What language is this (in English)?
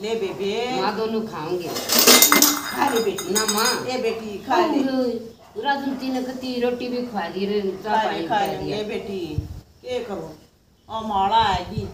Haryanvi